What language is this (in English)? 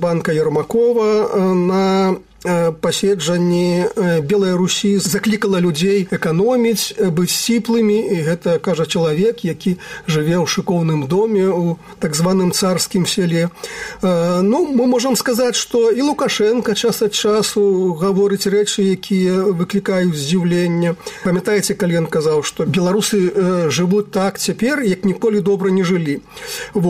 Belarusian